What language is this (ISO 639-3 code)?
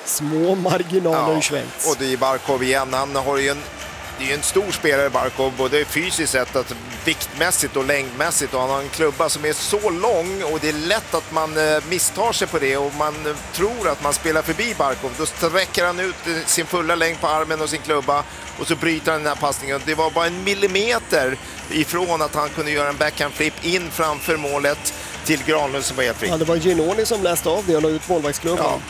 swe